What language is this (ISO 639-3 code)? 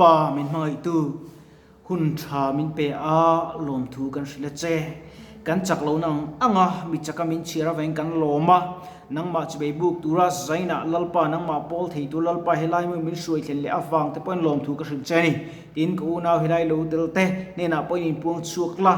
lus